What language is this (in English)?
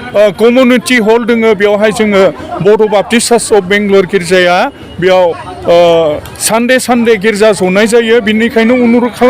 Bodo